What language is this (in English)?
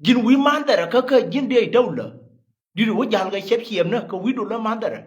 Nuer